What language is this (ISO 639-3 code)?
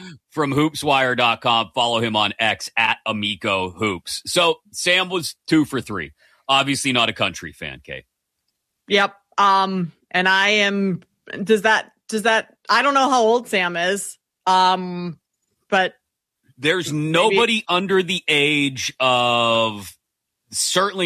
eng